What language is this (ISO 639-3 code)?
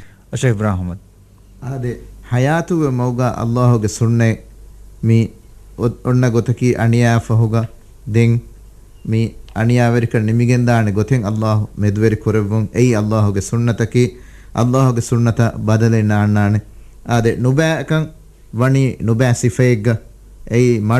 div